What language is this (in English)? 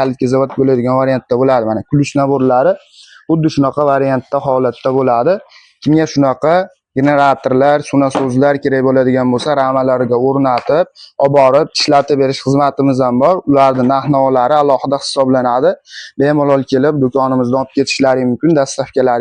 Uzbek